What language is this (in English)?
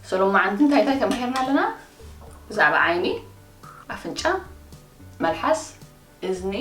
Tigrinya